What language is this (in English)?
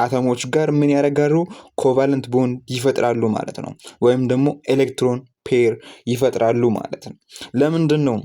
Amharic